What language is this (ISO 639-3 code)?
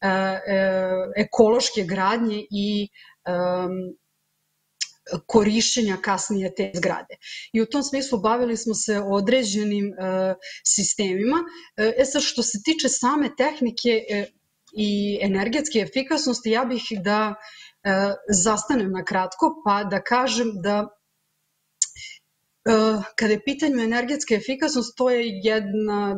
srp